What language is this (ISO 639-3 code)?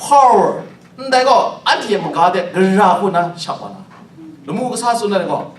kac